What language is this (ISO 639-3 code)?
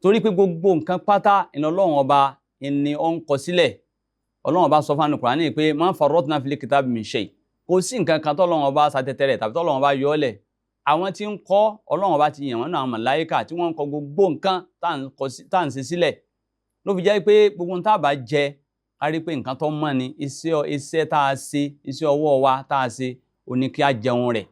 yor